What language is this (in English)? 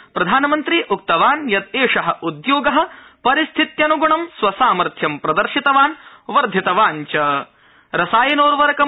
Sanskrit